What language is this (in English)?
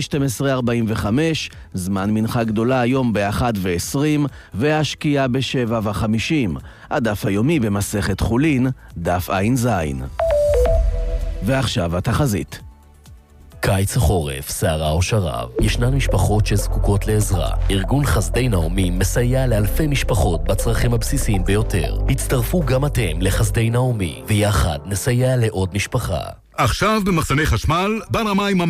Hebrew